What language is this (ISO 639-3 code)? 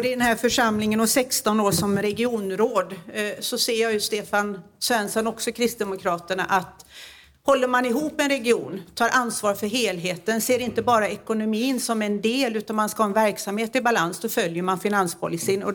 swe